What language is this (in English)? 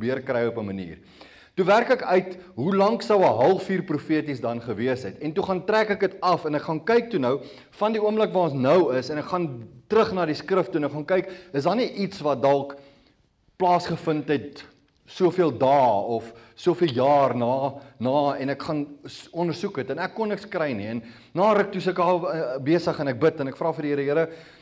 Afrikaans